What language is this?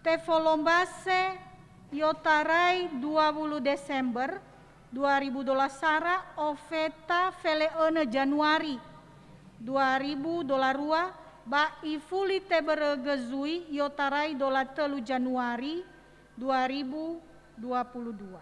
Nias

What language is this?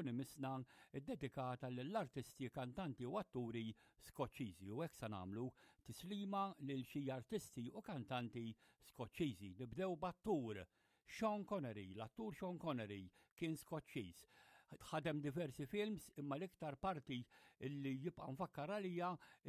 Maltese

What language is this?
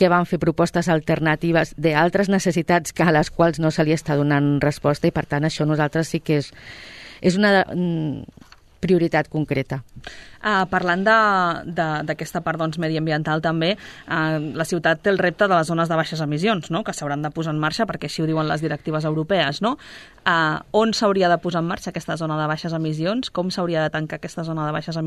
Catalan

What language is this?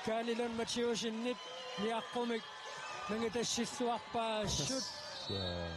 Kalaallisut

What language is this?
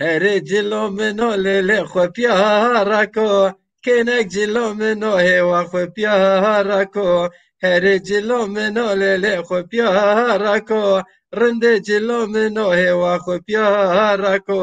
Zaza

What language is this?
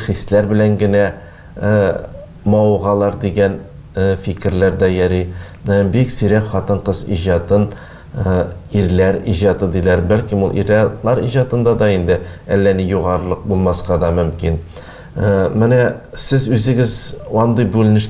Tatar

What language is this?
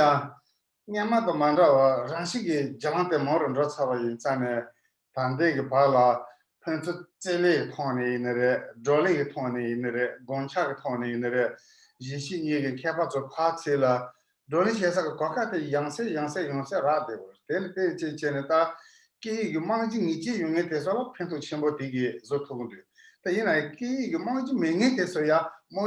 Tibetan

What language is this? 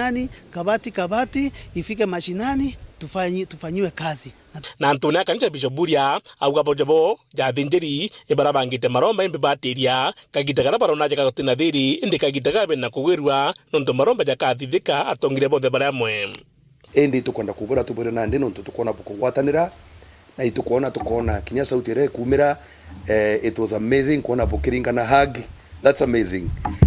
Meru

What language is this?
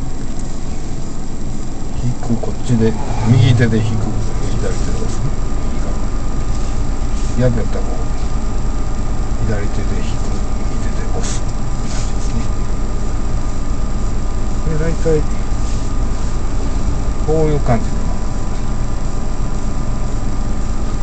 Japanese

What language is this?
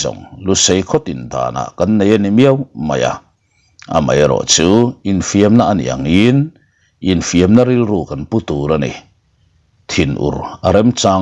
Mizo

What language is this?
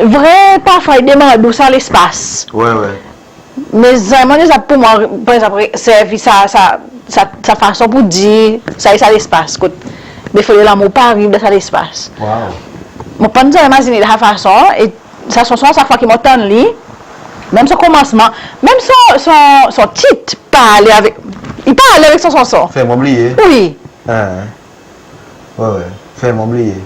Seselwa Creole French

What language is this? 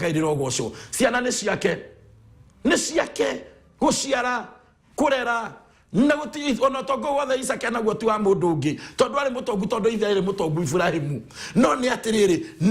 Kikuyu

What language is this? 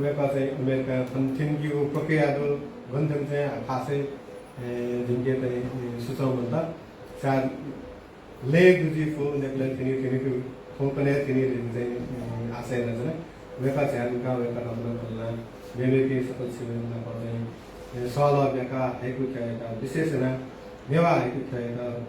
Newari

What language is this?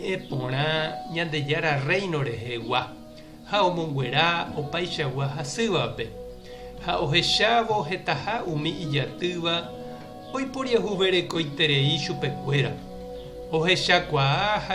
Guarani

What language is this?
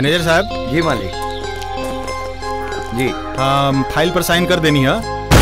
Bhojpuri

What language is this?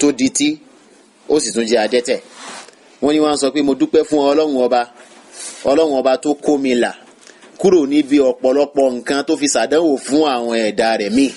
Yoruba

